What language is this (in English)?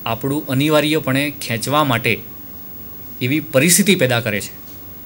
Gujarati